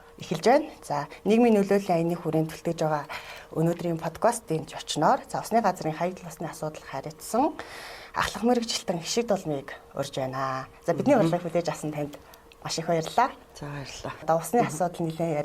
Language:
Mongolian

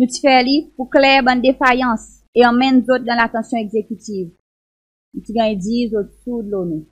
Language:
Seselwa Creole French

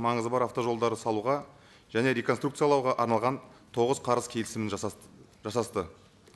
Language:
Kazakh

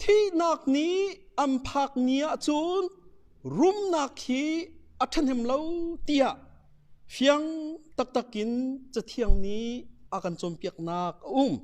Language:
Hakha Chin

